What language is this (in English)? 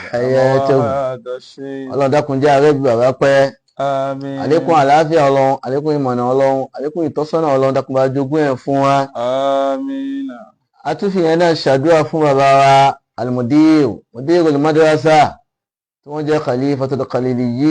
Yoruba